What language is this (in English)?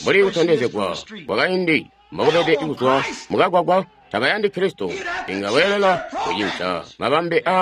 Tonga (Zambia)